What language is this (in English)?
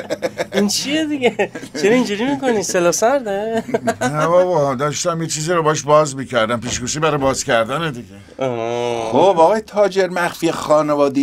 Persian